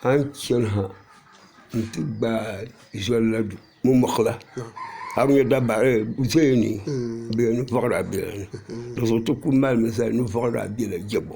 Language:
Dagbani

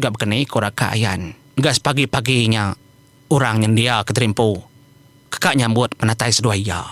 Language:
Iban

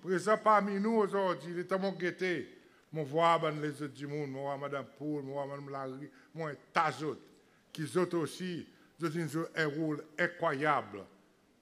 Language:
Seselwa Creole French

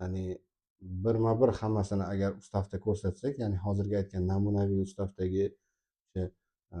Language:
Uzbek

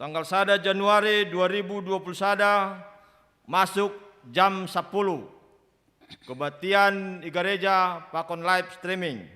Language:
Batak Simalungun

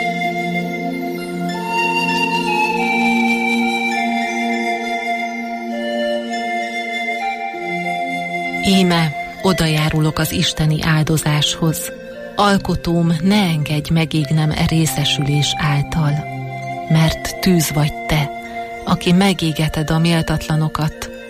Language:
Hungarian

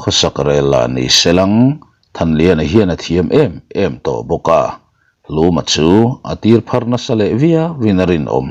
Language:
Mizo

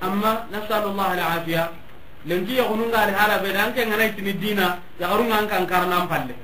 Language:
Soninke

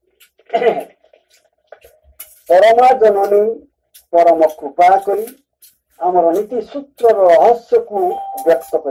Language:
Odia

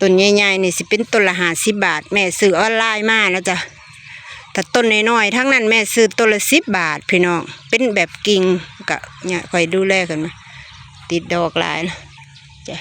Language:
Northeastern Thai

